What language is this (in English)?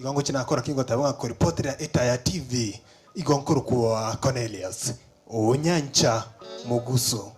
Gusii